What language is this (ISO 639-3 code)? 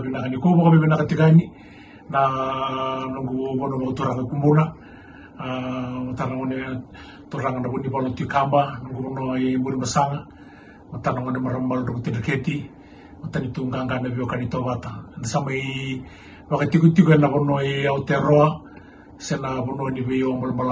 fij